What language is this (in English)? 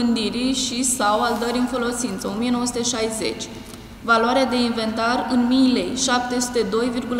Romanian